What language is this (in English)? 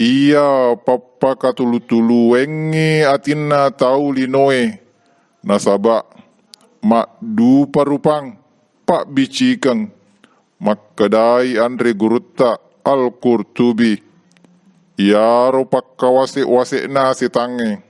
Buginese